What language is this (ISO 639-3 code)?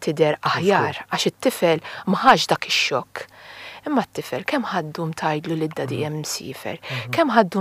mlt